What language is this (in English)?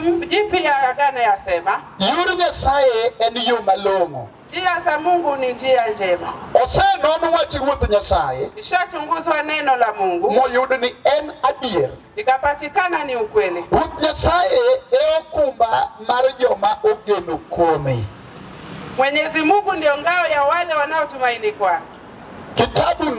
Luo (Kenya and Tanzania)